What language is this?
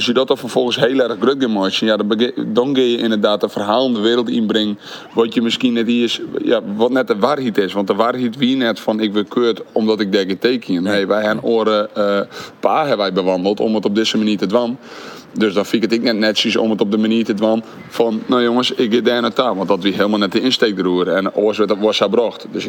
Western Frisian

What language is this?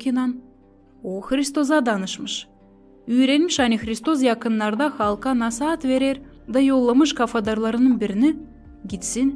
Gagauz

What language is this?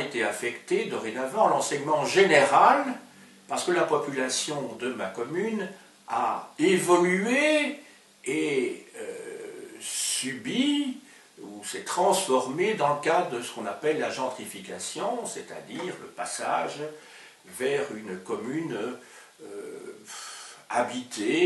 French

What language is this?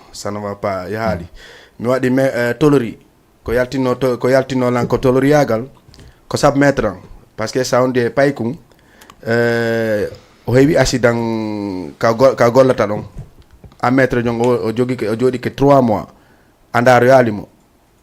Fula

